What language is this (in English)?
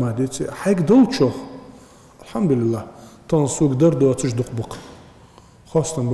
Ingush